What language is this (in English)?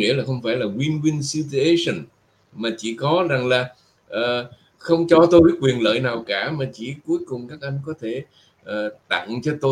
Vietnamese